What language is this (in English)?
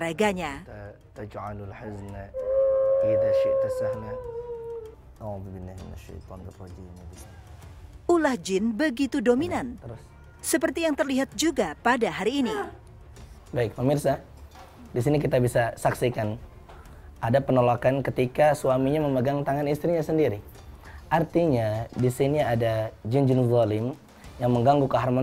Indonesian